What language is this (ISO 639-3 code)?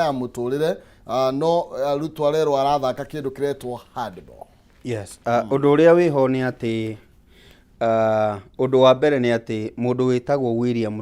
kik